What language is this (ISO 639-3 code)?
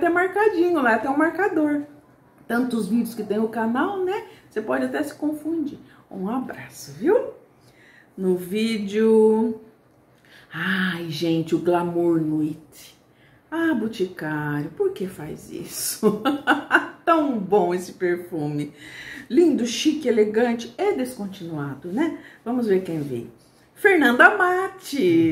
por